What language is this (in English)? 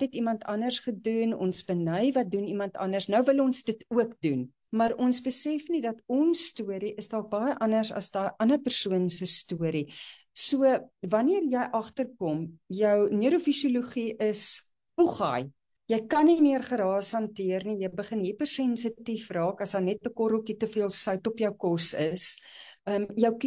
Afrikaans